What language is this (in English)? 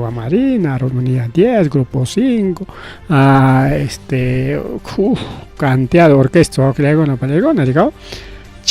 Ayacucho Quechua